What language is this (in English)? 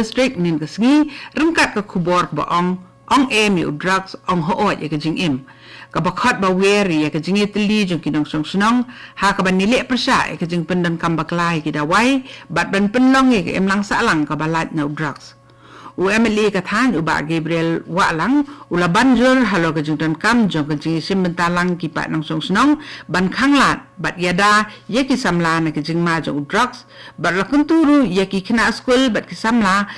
Khasi